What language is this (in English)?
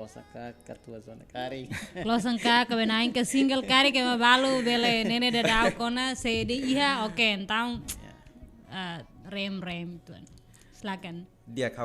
Tetum